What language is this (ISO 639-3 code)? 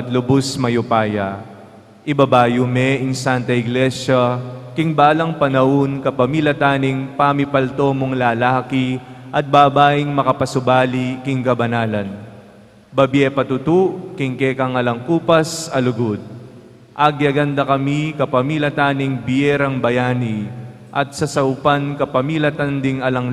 pam